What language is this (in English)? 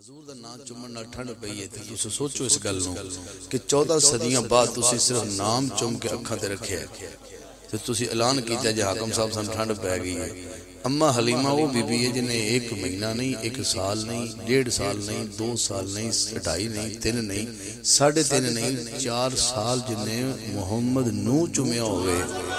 Western Panjabi